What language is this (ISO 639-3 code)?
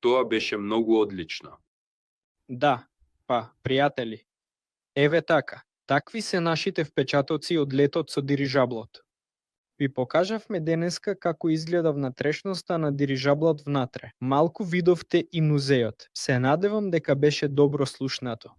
mkd